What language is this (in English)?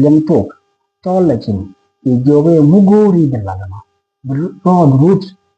Nuer